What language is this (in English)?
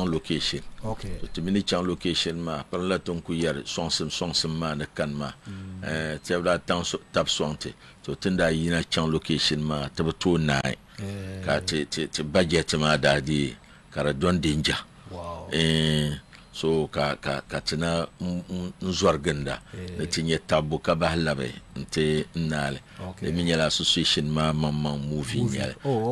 Dagbani